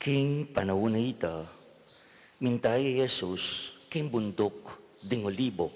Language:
Pampanga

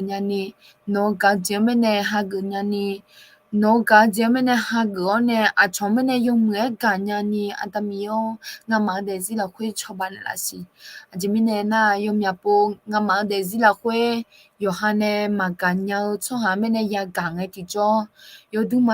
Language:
Akha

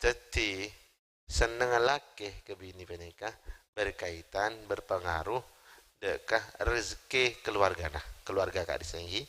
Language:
Madurese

